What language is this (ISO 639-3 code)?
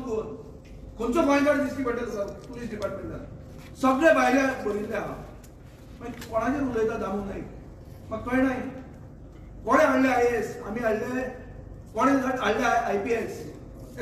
kok